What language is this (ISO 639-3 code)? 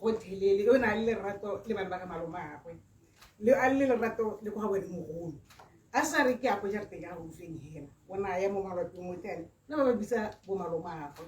tsn